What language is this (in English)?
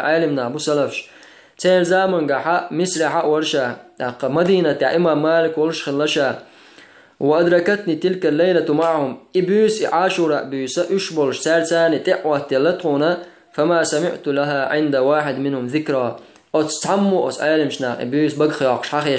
Chechen